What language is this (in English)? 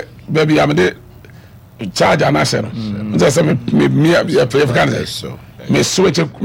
Akan